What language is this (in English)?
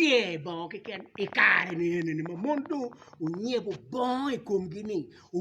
Acoli